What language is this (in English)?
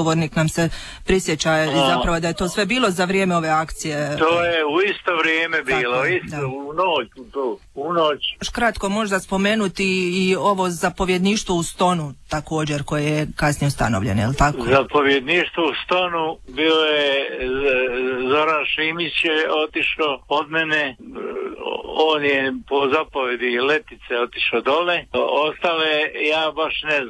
Croatian